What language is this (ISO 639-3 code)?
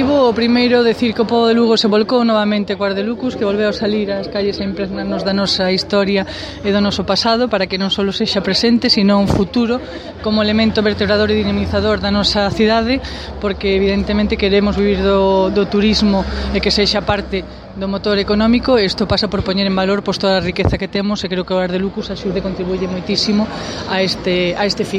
glg